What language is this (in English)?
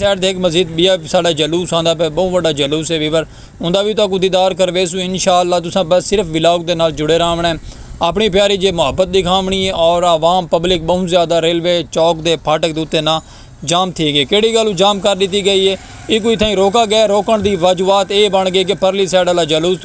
Saraiki